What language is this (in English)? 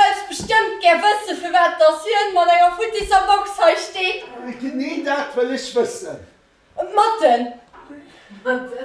Luxembourgish